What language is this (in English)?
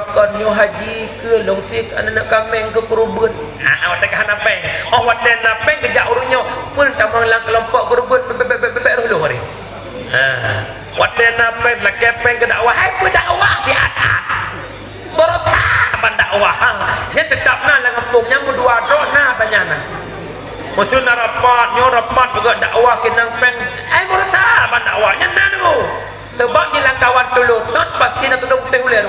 Achinese